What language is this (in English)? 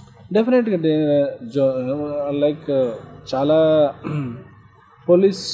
Telugu